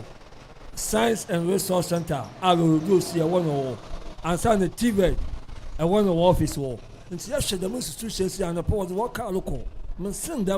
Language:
Akan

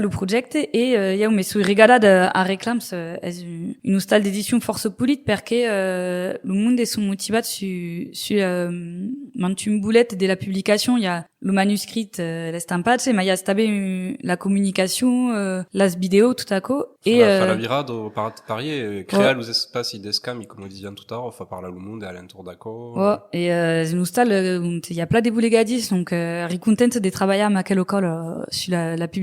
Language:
Occitan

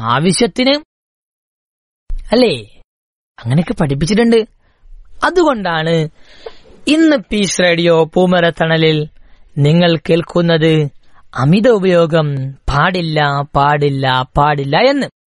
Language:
Malayalam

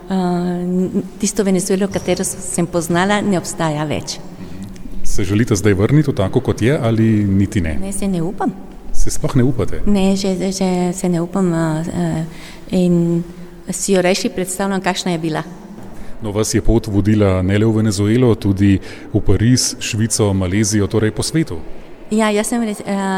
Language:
Slovenian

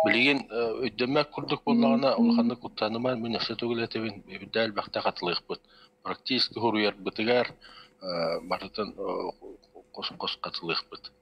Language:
Yakut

